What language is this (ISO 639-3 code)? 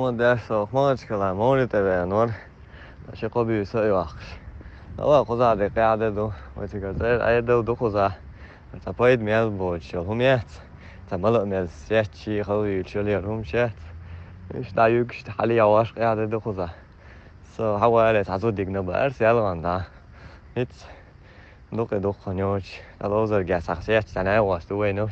che